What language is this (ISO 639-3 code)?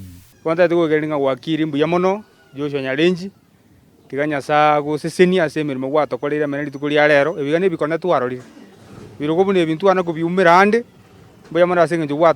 guz